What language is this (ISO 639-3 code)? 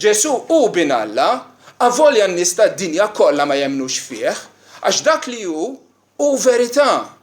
mlt